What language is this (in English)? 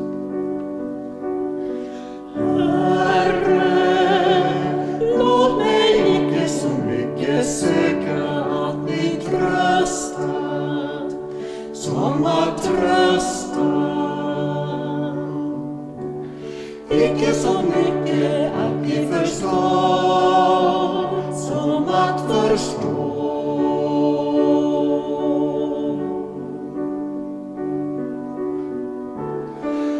Swedish